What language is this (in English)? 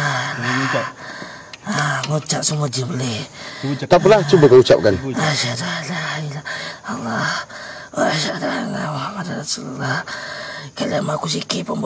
Malay